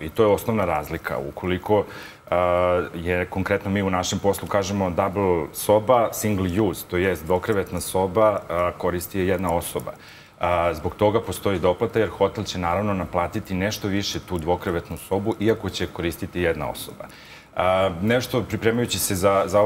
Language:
Serbian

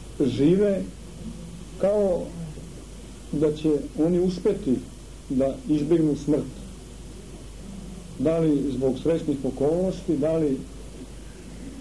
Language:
Serbian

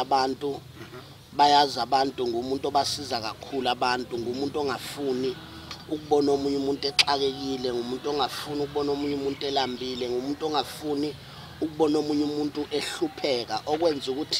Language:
Zulu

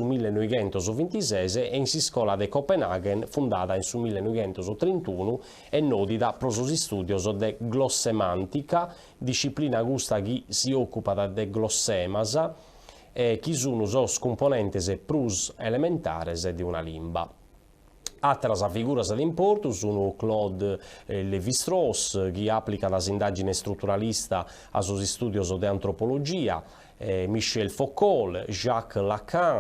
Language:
Sardinian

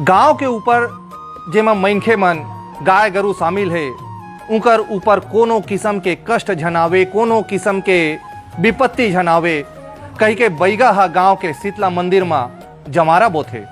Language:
Chhattisgarhi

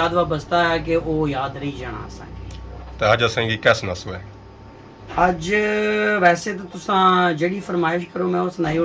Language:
Pahari-Potwari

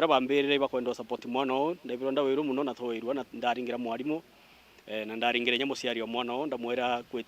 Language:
Meru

